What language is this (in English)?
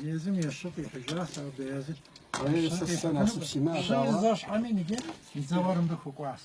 Kabardian